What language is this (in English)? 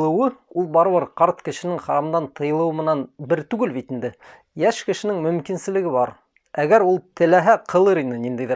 Bashkir